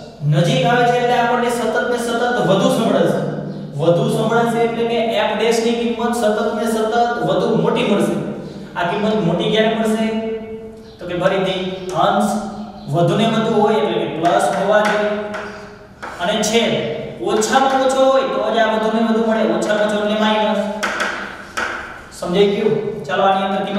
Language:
Gujarati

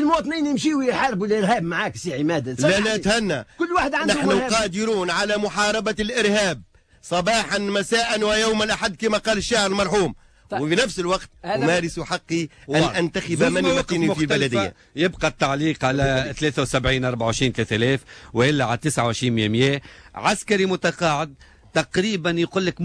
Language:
Tunisian Arabic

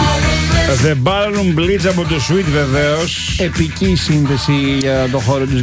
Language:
Greek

